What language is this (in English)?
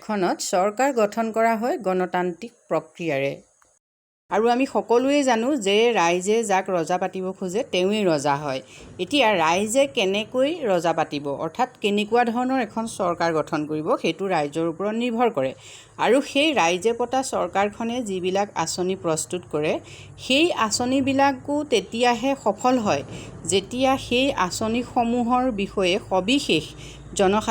Assamese